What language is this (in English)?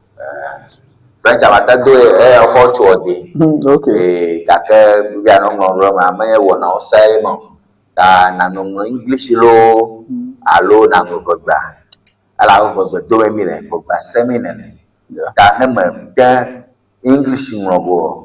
Ewe